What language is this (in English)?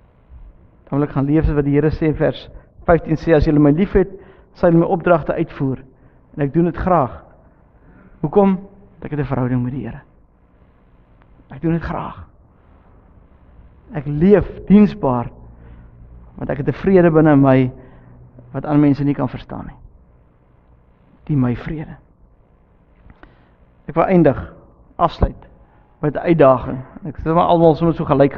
Afrikaans